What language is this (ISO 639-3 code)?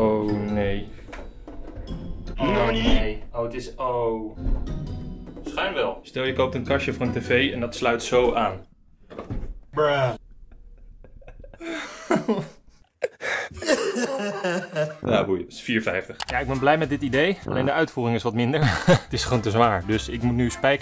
nld